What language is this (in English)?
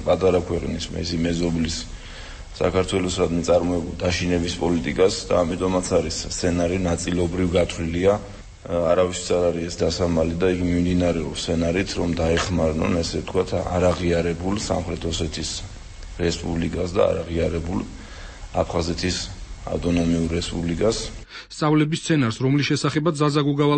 Georgian